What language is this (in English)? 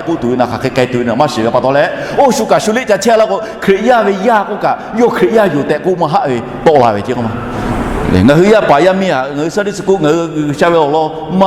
Lahu